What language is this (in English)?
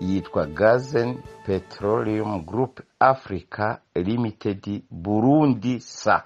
Rundi